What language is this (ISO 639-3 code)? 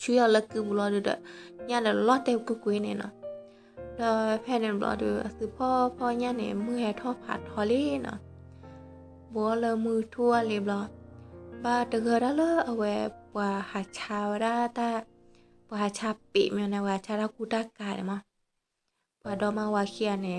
ksw